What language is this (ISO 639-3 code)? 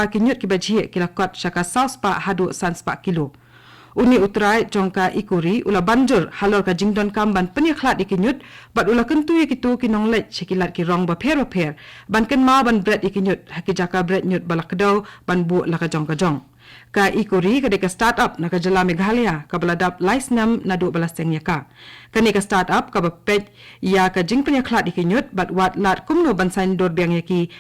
kha